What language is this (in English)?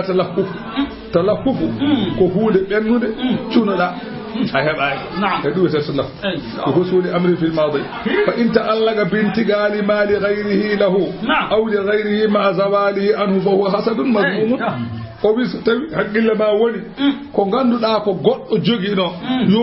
Fula